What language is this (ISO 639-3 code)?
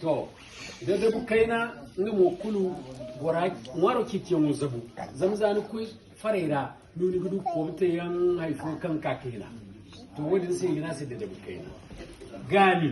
dje